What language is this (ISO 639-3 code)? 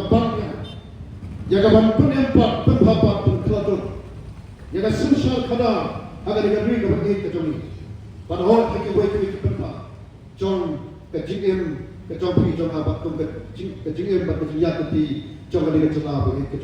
kha